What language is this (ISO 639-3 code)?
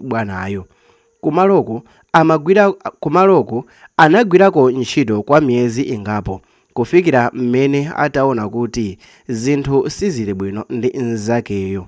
nya